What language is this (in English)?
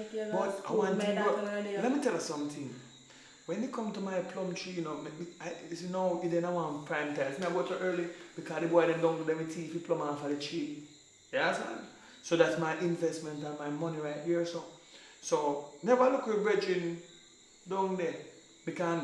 Jamaican Creole English